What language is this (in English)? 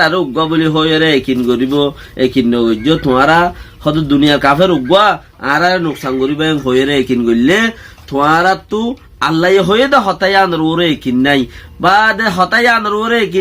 Rohingya